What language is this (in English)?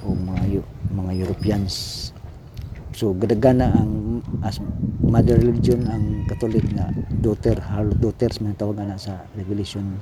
Cebuano